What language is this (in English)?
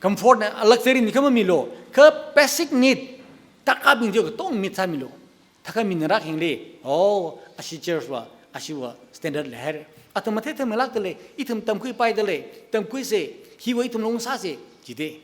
Tangkhul Naga (India)